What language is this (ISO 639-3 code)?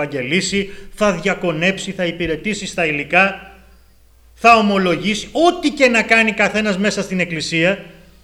ell